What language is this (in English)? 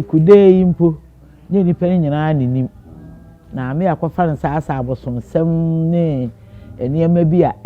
Akan